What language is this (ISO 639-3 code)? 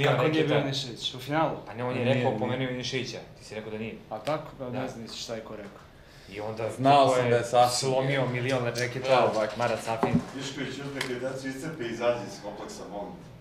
srp